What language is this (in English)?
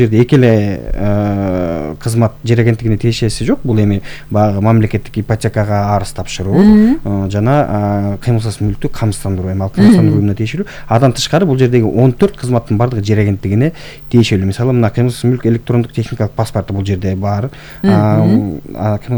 Kyrgyz